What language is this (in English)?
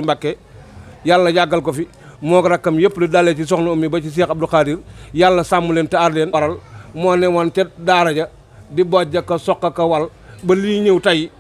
Wolof